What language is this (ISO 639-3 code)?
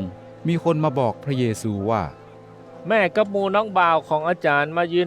nod